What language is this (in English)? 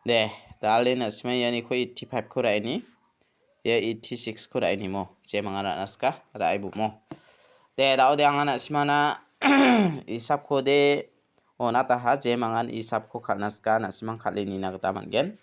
Garo